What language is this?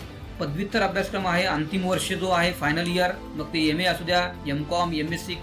Marathi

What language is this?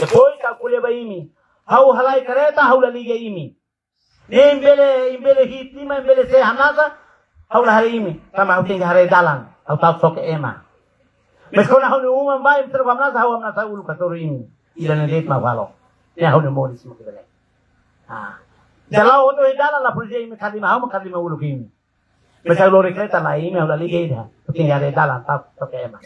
Tetum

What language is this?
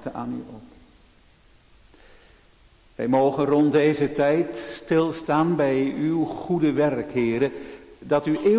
Dutch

